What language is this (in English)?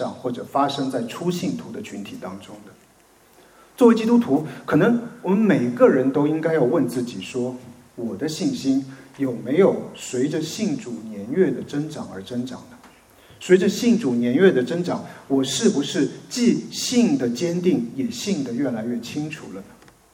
Chinese